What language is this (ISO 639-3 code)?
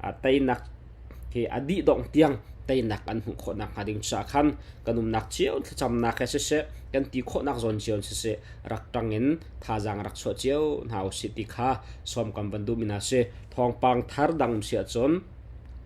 cnh